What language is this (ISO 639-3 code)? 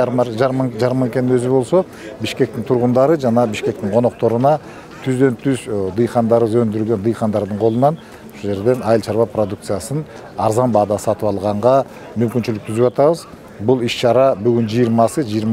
kir